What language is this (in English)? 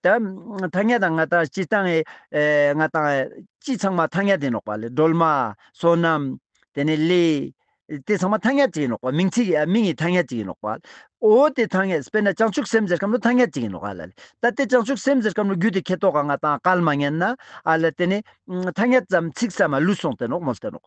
Ladakhi